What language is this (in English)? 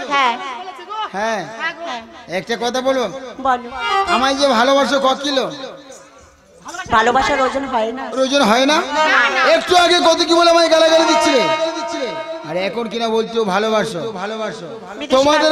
Bangla